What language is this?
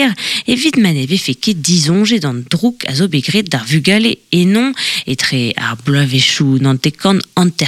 Breton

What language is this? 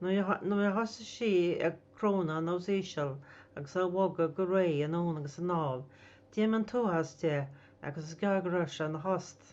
Irish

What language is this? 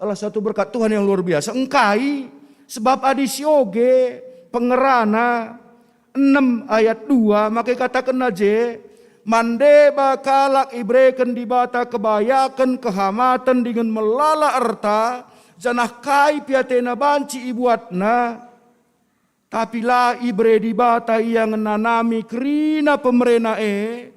Batak Karo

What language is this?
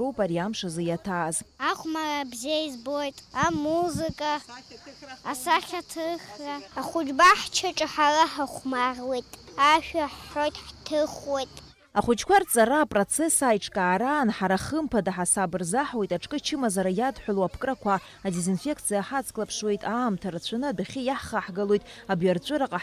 Abkhazian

